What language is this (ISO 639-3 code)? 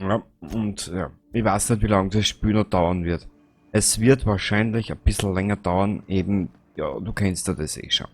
bar